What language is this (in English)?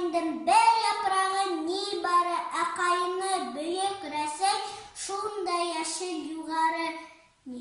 Bashkir